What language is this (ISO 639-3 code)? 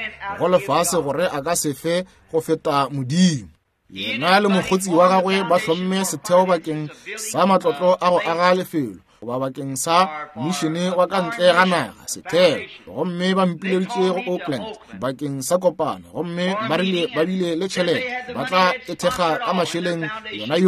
nso